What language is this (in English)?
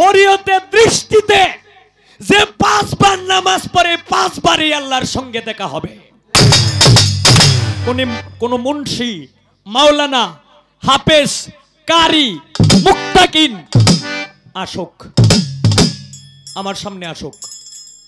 Bangla